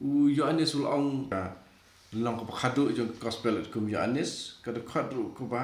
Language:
Khasi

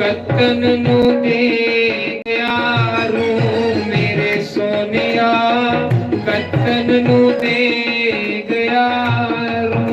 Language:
Dogri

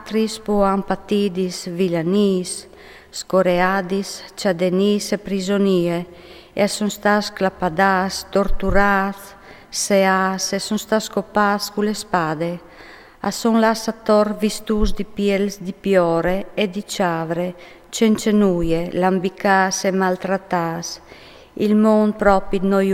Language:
Friulian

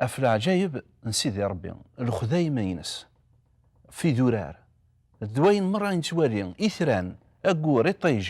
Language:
Kabyle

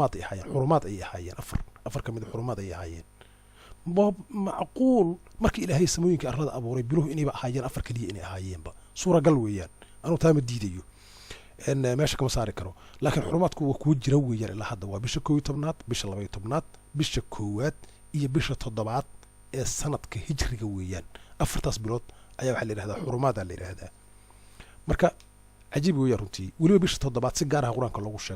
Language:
Somali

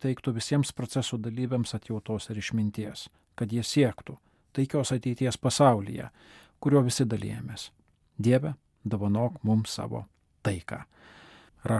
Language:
Lithuanian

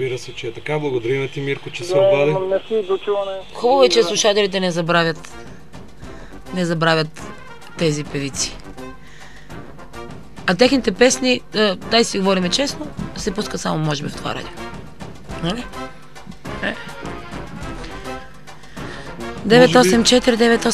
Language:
Bulgarian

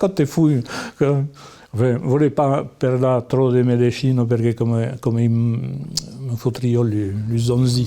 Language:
Occitan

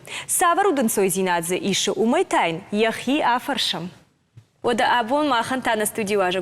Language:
Ossetic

